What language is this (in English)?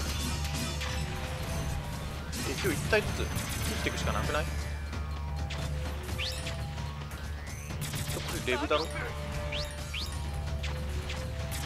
Japanese